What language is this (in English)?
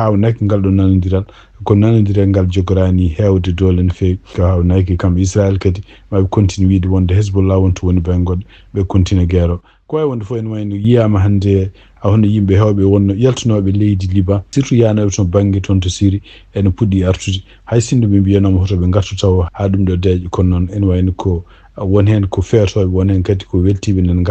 Fula